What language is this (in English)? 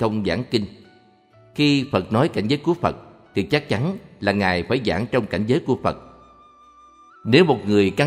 Vietnamese